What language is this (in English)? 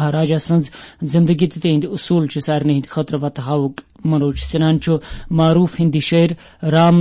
Kashmiri